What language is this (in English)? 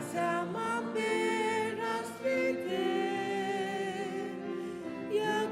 Faroese